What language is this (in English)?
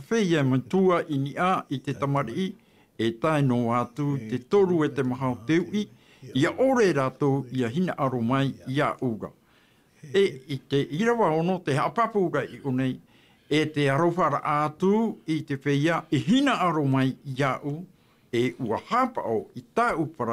Tahitian